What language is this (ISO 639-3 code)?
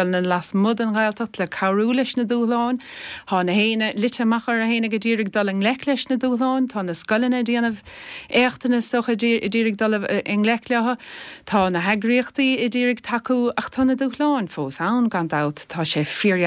gle